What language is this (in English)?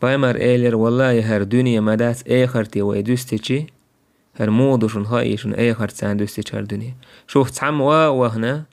Chechen